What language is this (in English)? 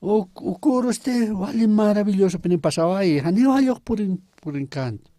Aymara